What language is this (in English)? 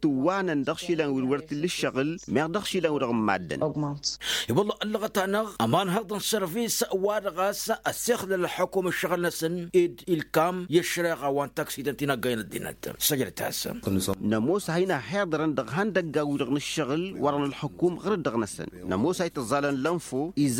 Tamasheq